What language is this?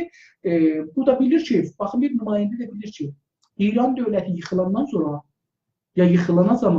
South Azerbaijani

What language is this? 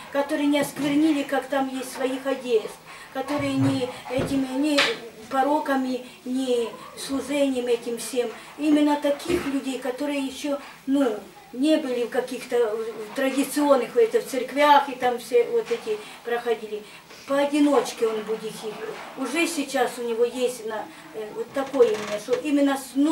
Russian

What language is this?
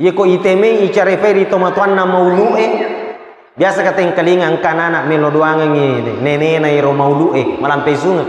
Buginese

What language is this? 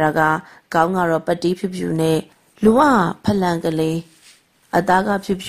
Burmese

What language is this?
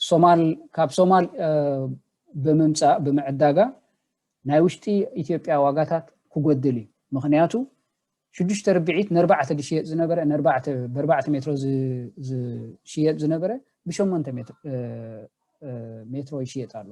Tigrinya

